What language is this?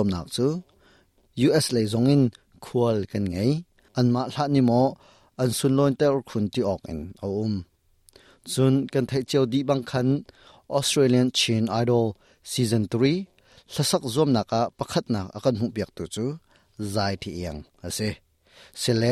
Hakha Chin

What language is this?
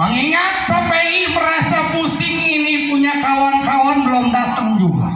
Betawi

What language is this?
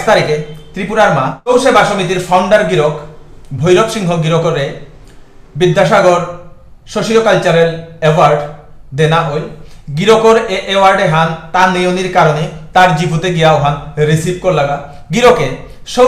Bishnupriya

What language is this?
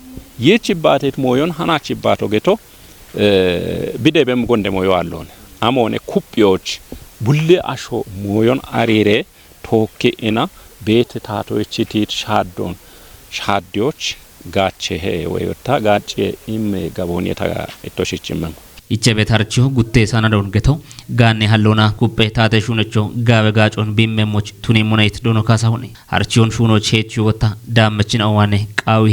Kafa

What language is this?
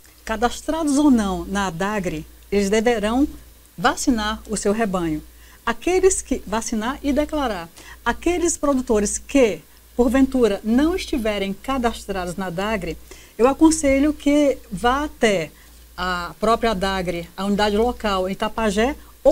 Portuguese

